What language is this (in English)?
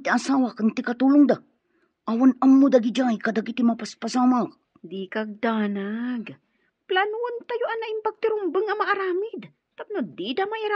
Iloko